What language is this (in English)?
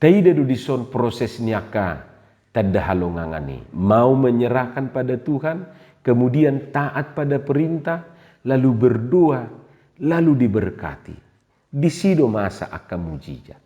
Batak Toba